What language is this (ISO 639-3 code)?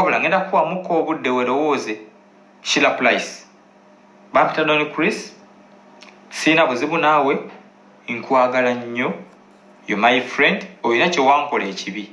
lug